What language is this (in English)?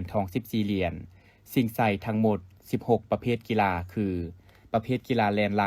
Lao